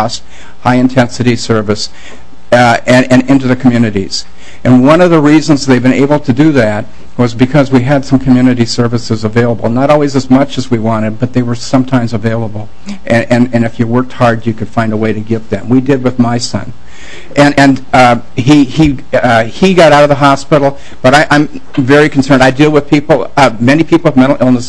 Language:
English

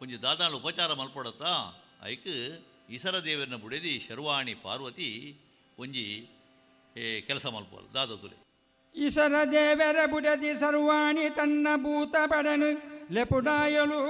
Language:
Tulu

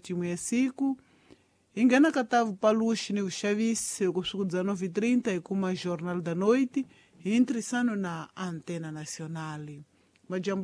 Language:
Tsonga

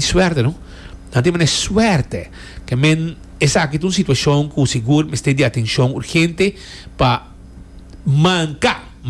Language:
Papiamento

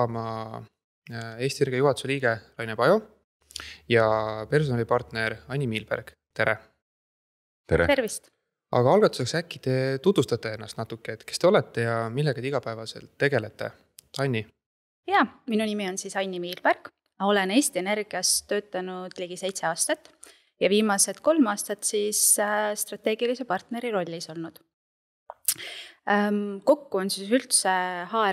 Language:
Estonian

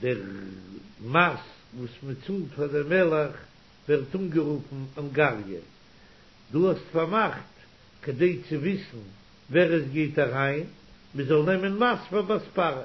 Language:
Yiddish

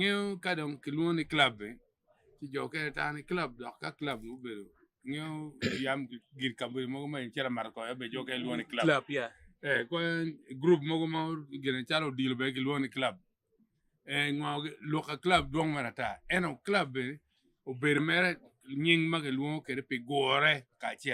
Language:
Acoli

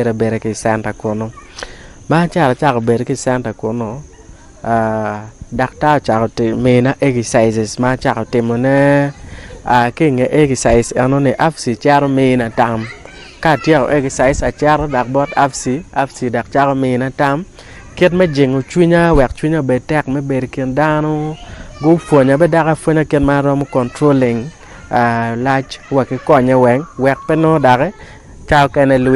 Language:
Acoli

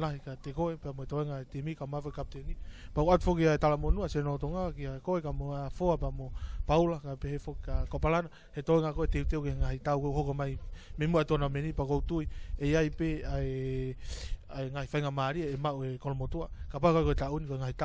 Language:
Tongan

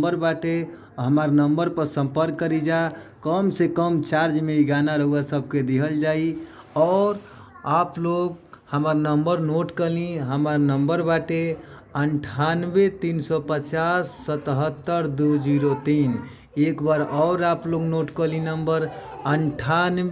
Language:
Bhojpuri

